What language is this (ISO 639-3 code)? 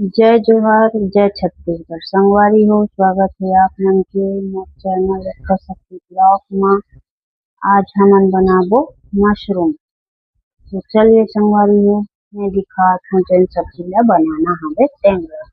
hne